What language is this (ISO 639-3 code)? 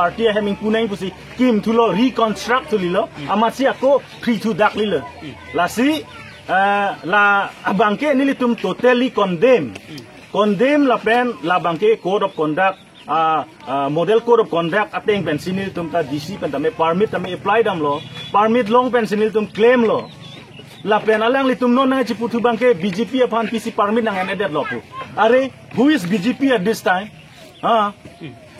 mjw